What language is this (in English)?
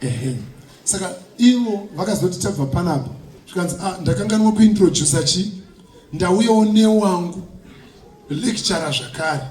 Shona